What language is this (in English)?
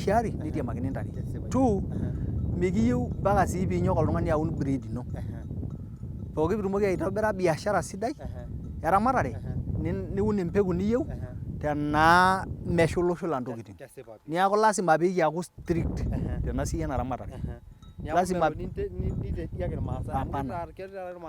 Masai